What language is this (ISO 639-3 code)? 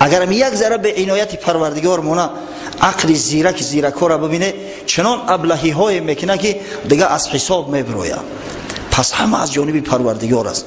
tgk